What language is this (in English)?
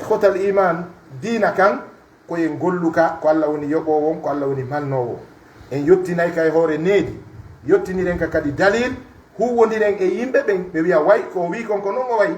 Pular